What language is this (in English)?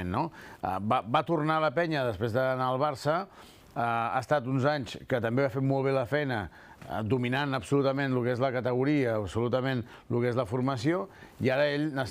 Catalan